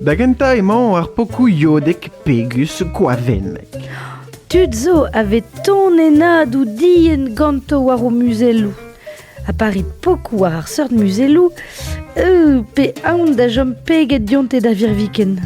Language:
Breton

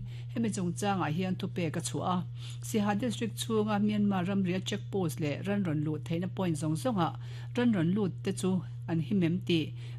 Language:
Mizo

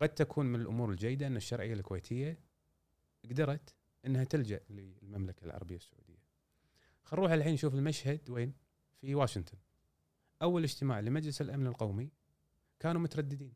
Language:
Gulf Arabic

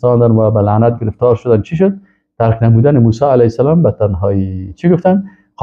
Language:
Persian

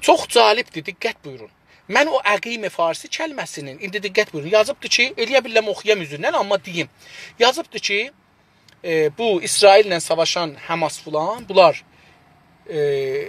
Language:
South Azerbaijani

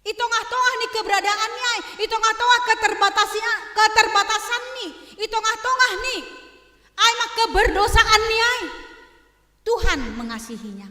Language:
Batak Simalungun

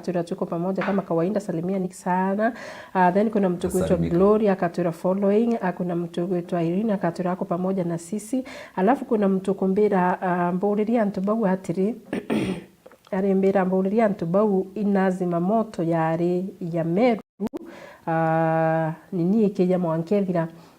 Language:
Meru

